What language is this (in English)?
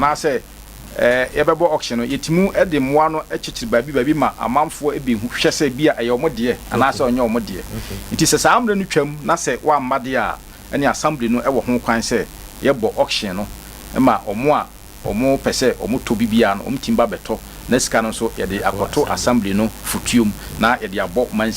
Akan